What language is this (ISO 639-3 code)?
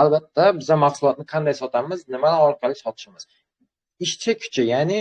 uzb